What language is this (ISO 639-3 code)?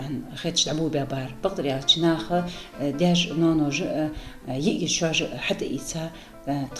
inh